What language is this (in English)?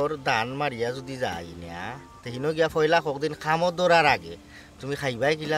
Sylheti